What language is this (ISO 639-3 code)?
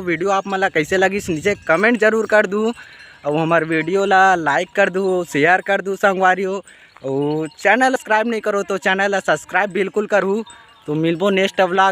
hne